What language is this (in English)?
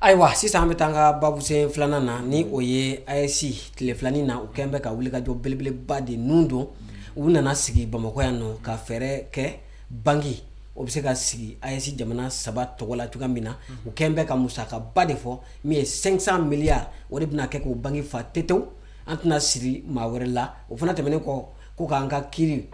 Bambara